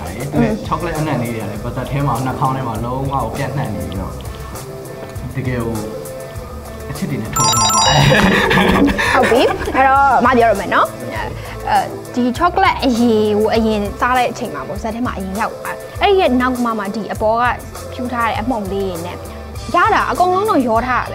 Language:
Burmese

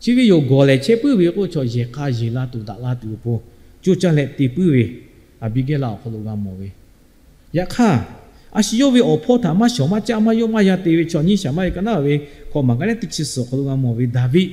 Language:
Lahu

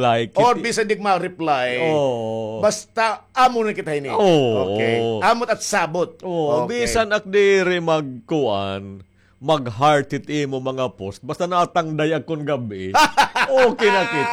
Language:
Waray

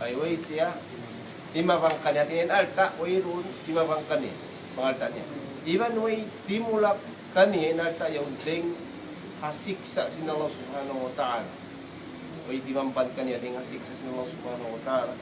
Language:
Tausug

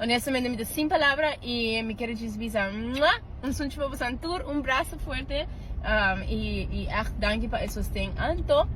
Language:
Papiamento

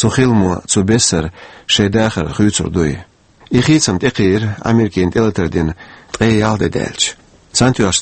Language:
Chechen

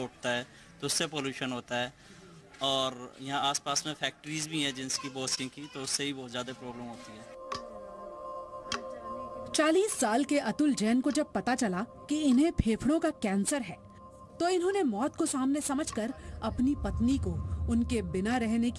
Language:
Hindi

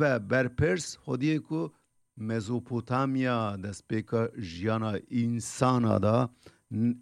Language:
Kurdish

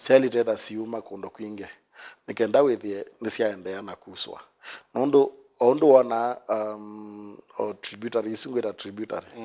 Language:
Kamba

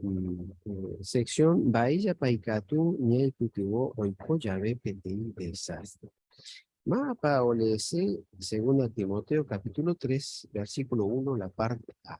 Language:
Guarani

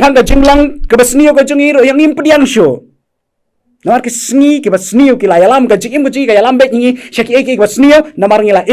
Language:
Khasi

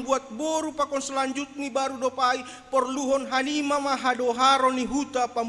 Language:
Batak Simalungun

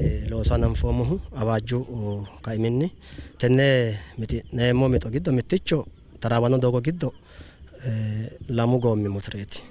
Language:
Sidamo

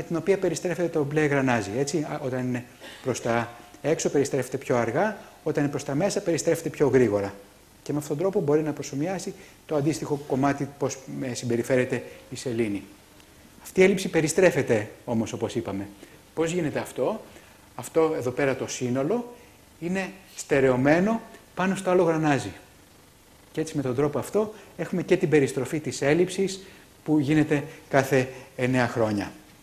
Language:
Greek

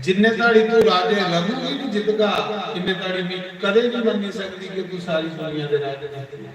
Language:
Dogri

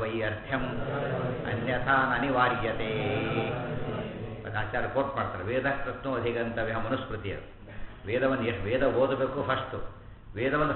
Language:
Kannada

